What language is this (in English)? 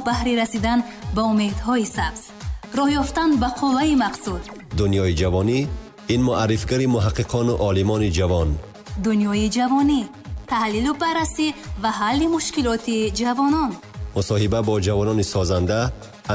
Tajik